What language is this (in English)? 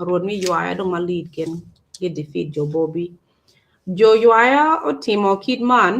Acoli